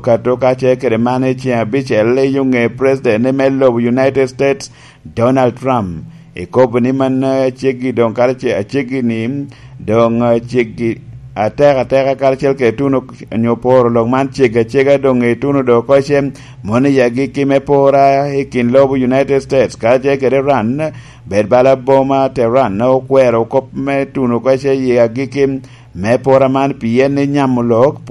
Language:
Lango (Uganda)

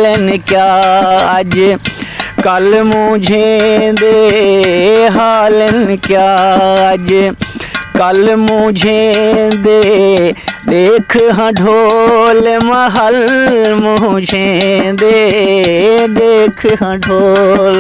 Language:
Saraiki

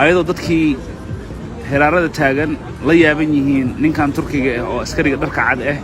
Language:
Somali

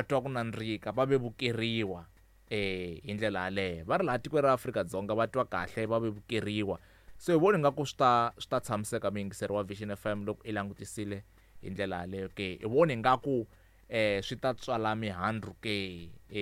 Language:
Tsonga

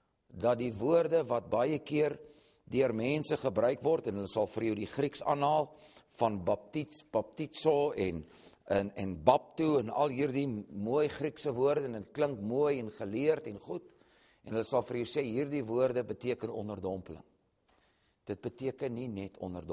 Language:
Afrikaans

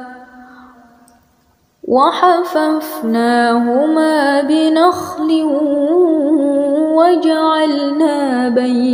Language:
Arabic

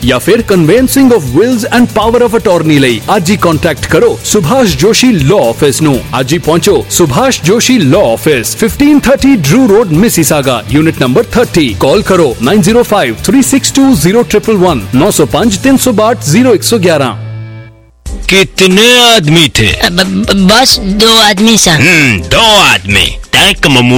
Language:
Punjabi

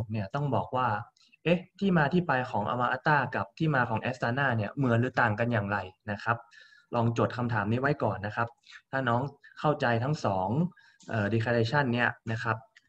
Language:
Thai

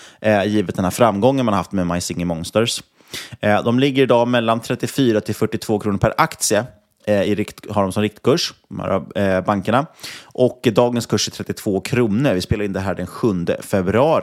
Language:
Swedish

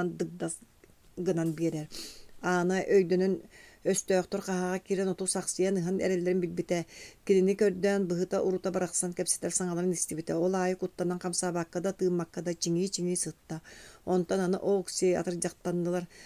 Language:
Yakut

